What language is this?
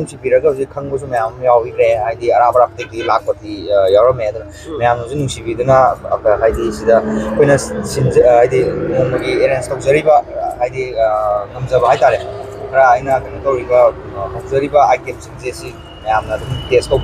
Manipuri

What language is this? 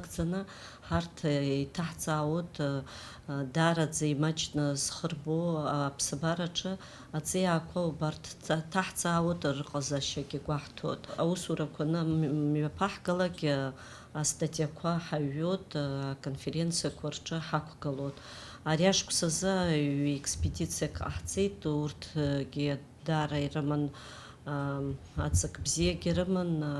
Abkhazian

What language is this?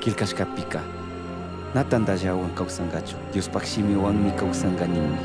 Chimborazo Highland Quichua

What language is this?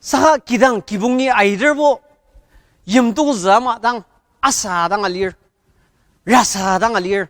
Ao Naga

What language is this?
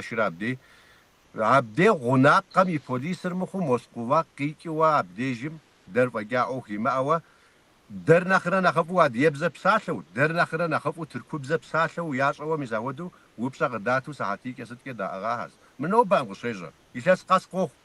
Kabardian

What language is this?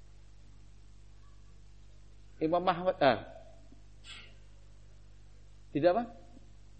Indonesian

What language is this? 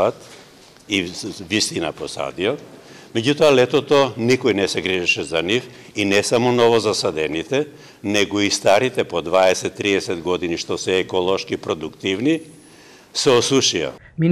Macedonian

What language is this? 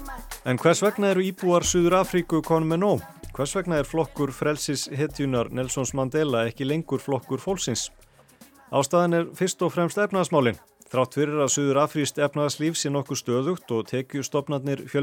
Icelandic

